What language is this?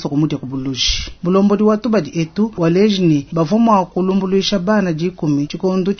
Luba-Lulua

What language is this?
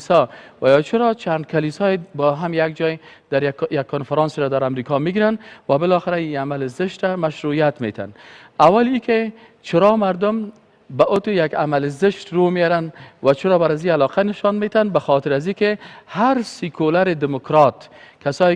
Persian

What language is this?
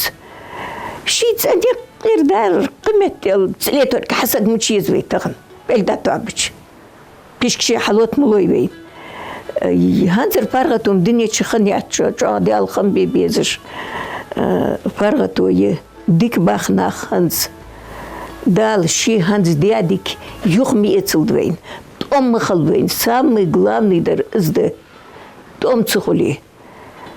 Ingush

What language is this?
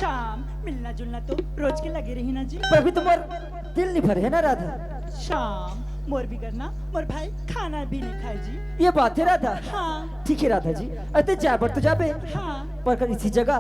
Chhattisgarhi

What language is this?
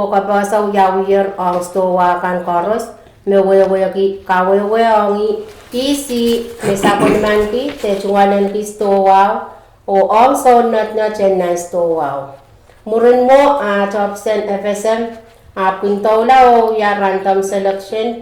Pohnpeian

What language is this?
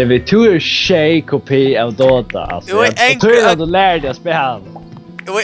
Faroese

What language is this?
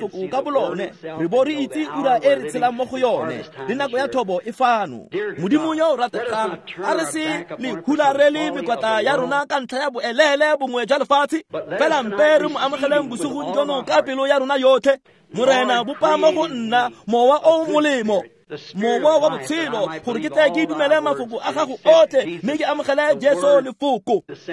Tswana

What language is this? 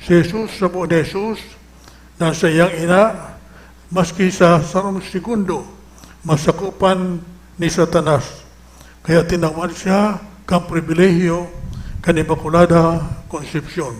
Bikol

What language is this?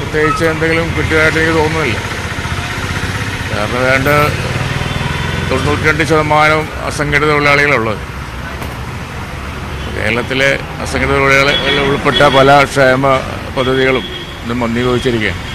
Malayalam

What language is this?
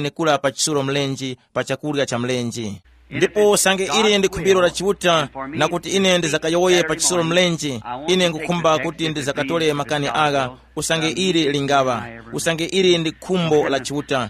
Tumbuka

